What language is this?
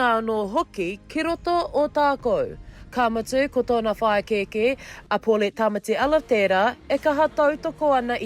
Māori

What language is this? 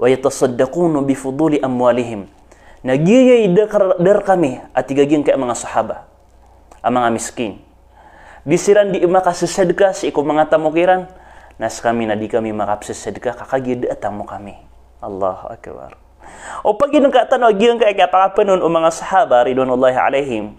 Maranao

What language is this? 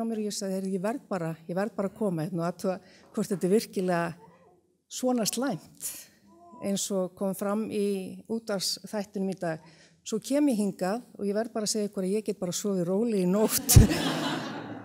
Icelandic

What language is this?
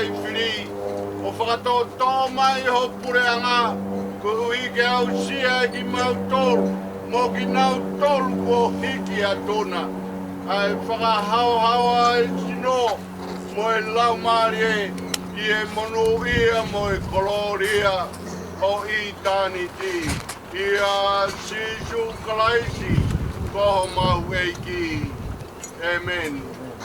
Tongan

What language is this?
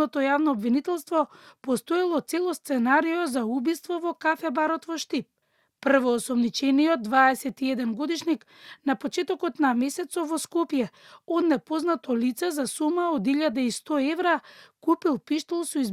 Macedonian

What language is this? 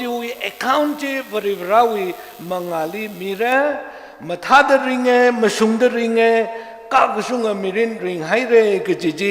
Tangkhul Naga (India)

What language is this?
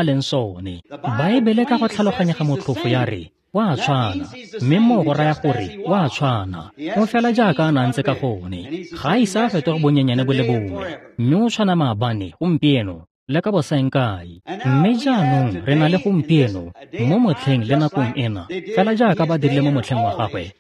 Tswana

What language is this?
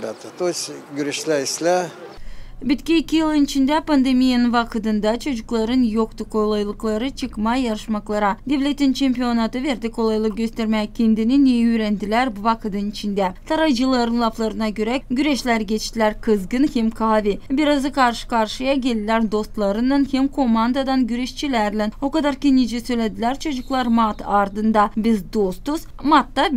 Gagauz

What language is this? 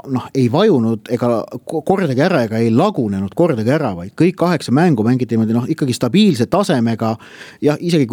Estonian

